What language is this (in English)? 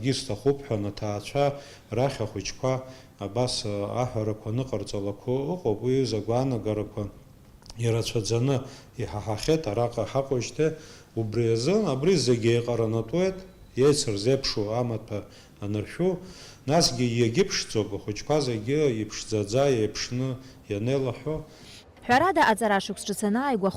Abkhazian